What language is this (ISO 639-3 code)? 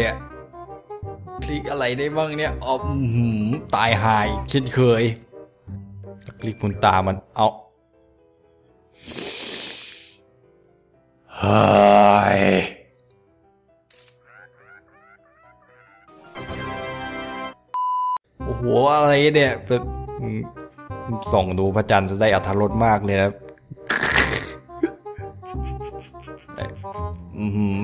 tha